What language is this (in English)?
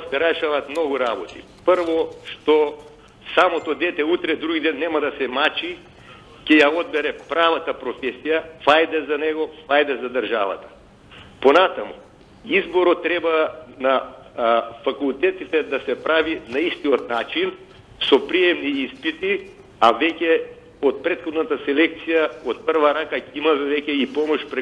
Macedonian